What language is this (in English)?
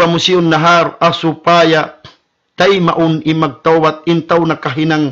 Tausug